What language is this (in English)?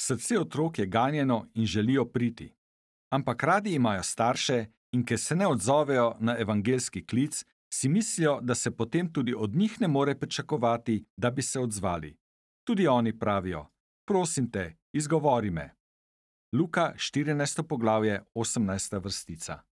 Slovenian